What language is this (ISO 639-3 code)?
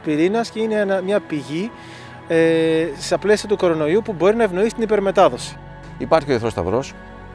ell